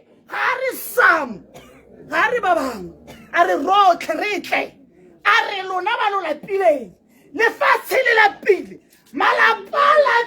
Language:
Tswana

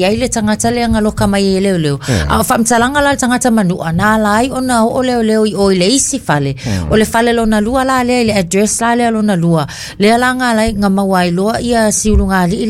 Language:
Samoan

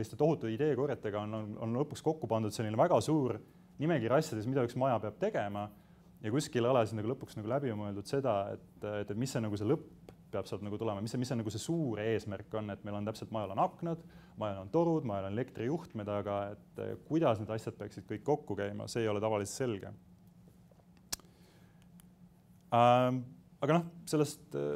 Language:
Estonian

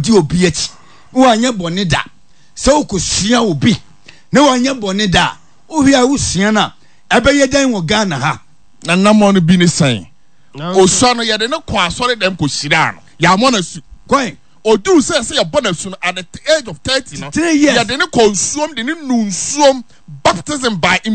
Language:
Akan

